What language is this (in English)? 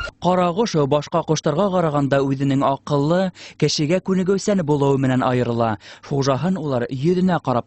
Bashkir